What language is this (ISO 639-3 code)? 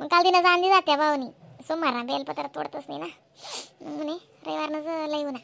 khn